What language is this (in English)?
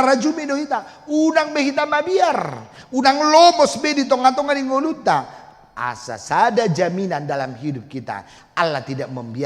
Batak Toba